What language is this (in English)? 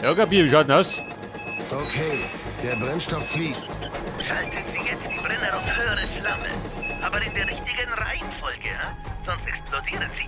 Bavarian